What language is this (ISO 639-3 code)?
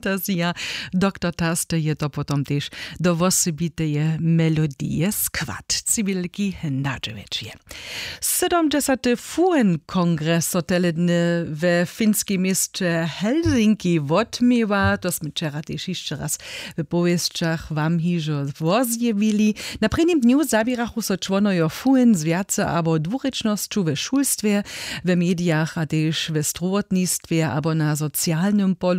hsb